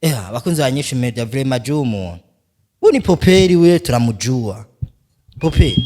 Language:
Rundi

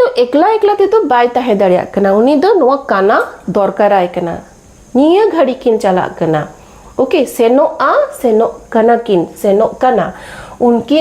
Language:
Santali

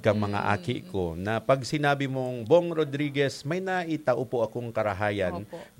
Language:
Bikol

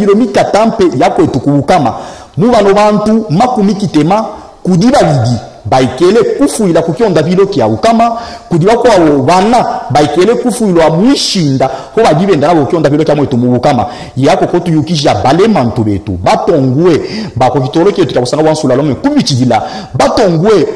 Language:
Luba-Katanga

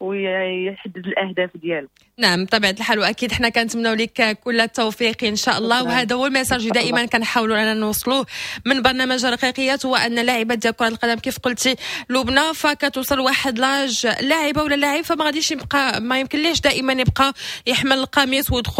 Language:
Moroccan Arabic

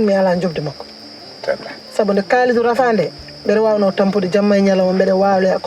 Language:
Fula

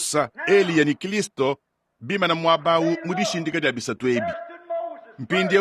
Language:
Luba-Lulua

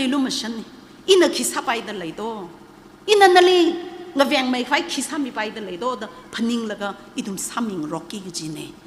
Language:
Tangkhul Naga (India)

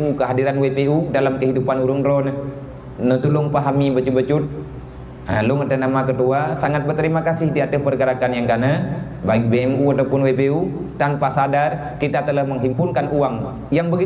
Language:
Achinese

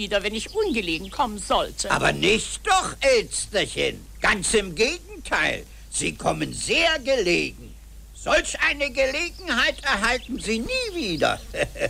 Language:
German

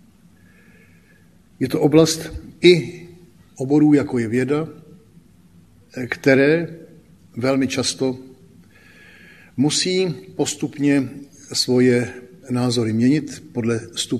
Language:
Czech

